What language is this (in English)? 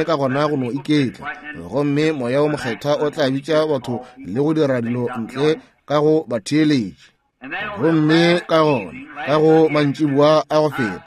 Northern Sotho